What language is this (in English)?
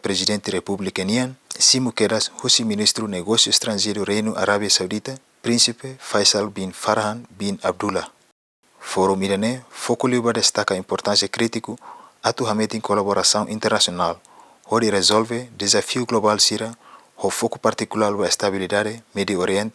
Tetum